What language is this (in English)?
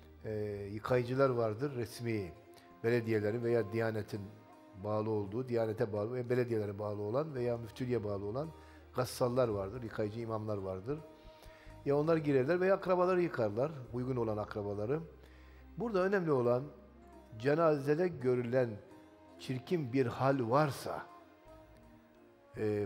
Turkish